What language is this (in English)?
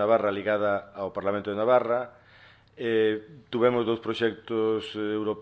Galician